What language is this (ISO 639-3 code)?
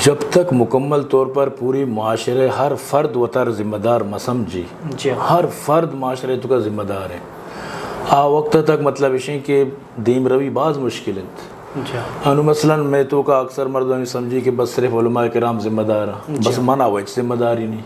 bgp